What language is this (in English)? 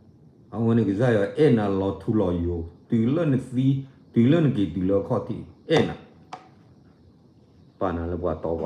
S'gaw Karen